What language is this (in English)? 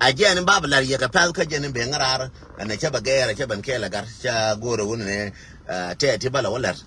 Nuer